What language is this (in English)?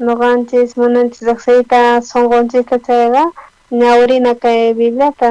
South Bolivian Quechua